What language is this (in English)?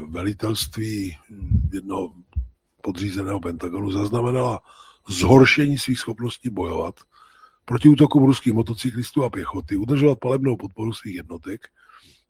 Czech